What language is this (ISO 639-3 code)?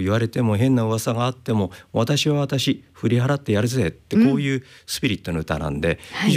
jpn